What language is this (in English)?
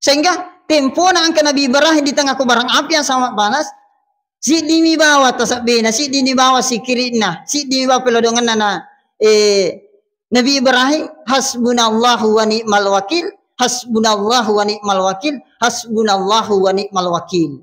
Buginese